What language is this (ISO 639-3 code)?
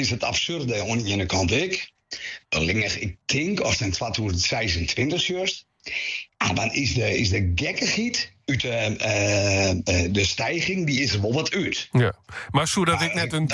fry